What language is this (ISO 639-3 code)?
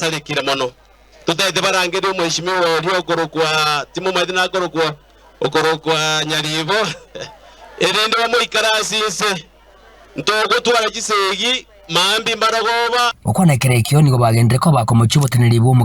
guz